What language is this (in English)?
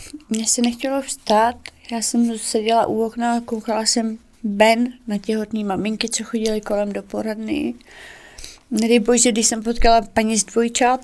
Czech